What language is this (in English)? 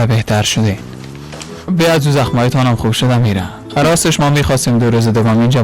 Persian